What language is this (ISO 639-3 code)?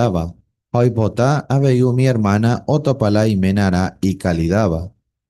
grn